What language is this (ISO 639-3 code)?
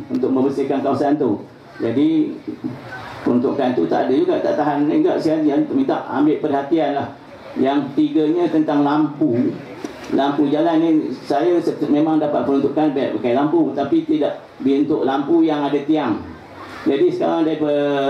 msa